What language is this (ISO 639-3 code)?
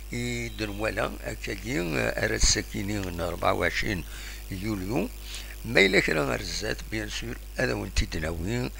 kab